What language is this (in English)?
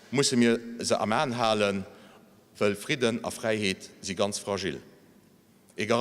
Luxembourgish